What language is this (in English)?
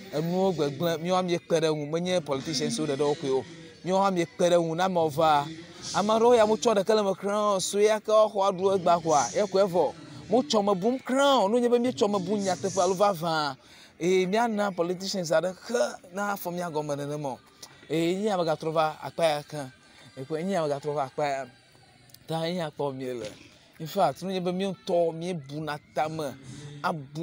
Ewe